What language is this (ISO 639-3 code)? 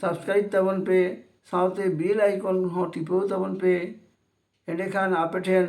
sat